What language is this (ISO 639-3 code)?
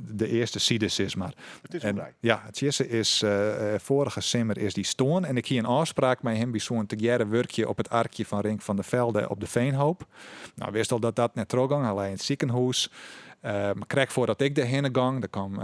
fry